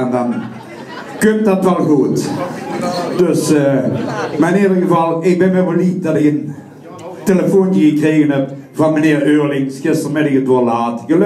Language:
Limburgish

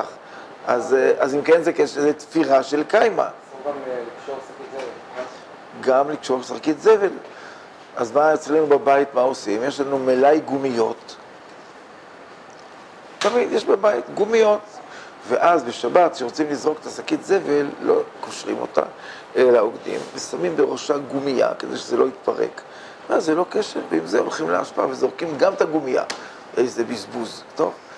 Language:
Hebrew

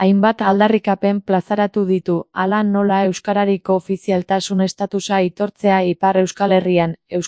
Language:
Basque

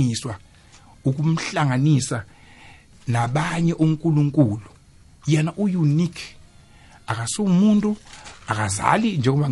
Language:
South Ndebele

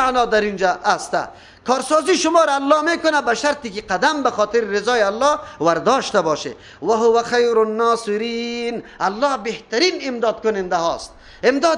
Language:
Persian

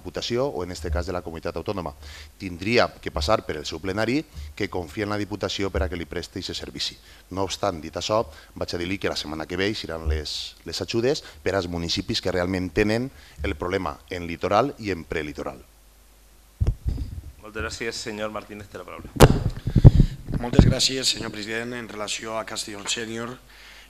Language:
Catalan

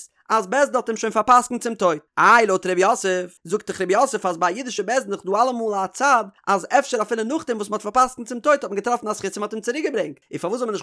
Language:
Yiddish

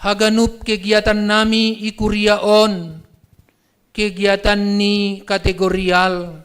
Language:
Batak Simalungun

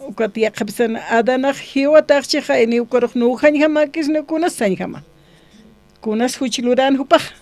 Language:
Aymara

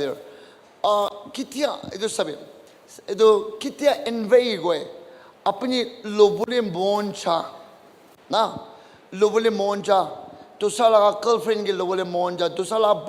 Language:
Naga Pidgin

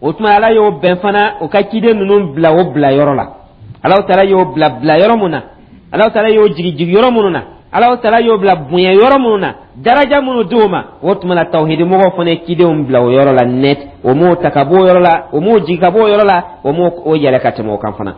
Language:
Dyula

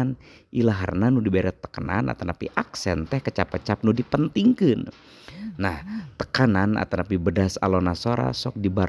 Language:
Sundanese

